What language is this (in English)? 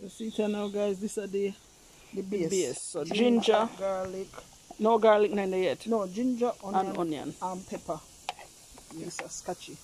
Jamaican Creole English